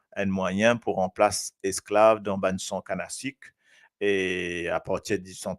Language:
Morisyen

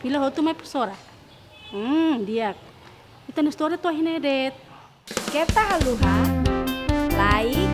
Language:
Tetum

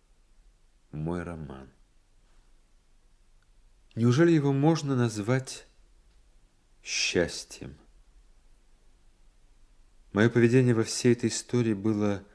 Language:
Russian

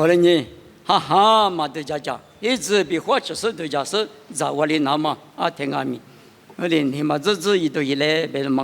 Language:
Lisu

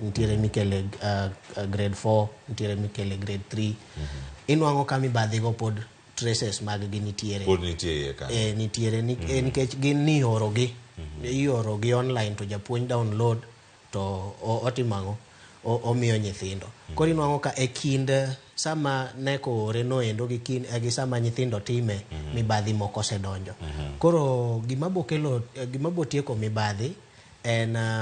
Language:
Luo (Kenya and Tanzania)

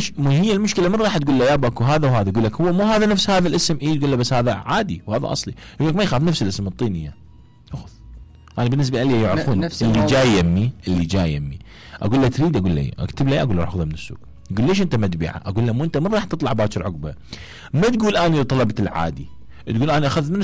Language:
Mesopotamian Arabic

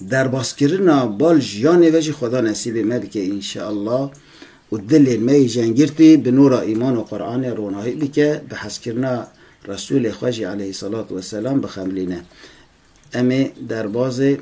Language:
Kurdish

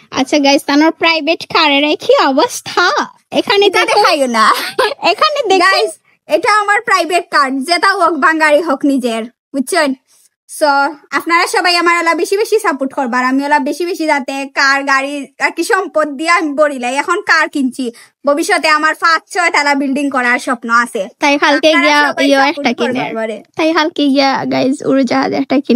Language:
Sylheti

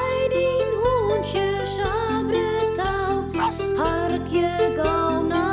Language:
Western Frisian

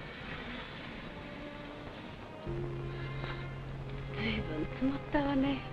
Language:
Japanese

